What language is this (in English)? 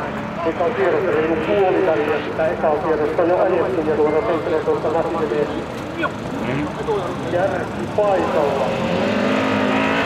Finnish